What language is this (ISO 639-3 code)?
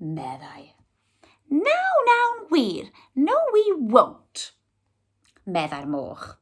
cym